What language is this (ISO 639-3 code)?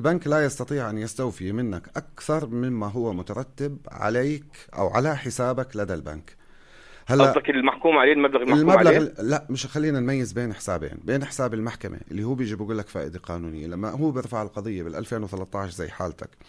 apc